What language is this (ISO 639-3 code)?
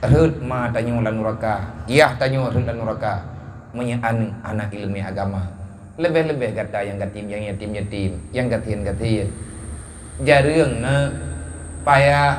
ace